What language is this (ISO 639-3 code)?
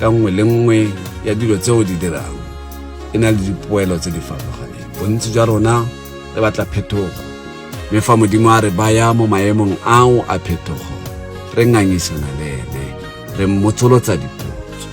tsn